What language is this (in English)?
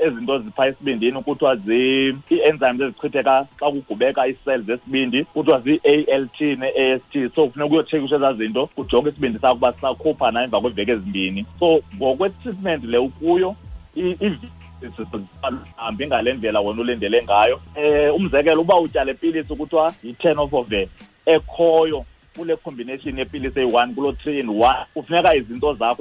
Xhosa